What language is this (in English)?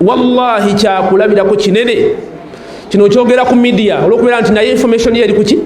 Ganda